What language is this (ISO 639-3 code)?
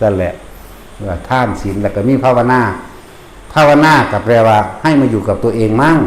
tts